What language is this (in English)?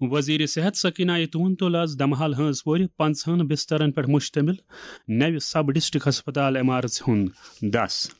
Kashmiri